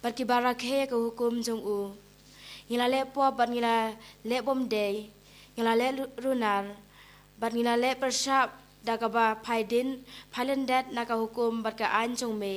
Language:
Khasi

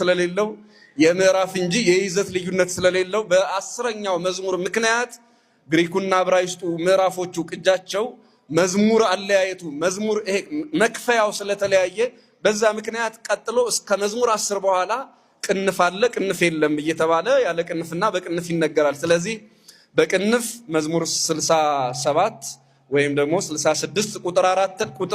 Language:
Amharic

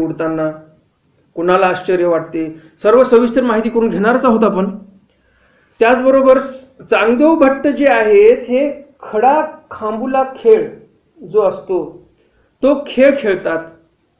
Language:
Marathi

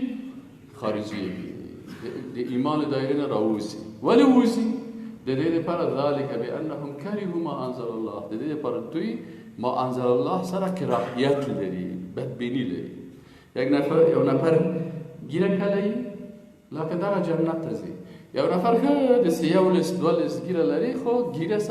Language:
Persian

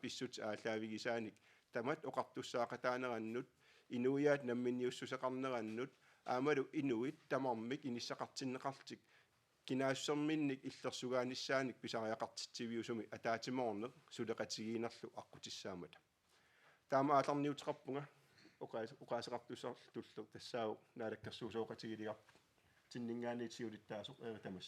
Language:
Kalaallisut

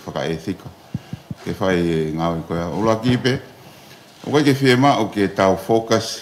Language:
Tongan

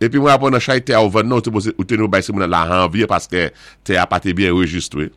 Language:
Saint Lucian Creole French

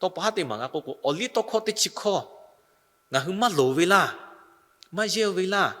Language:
Lahu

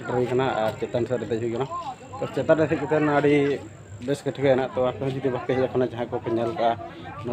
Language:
Santali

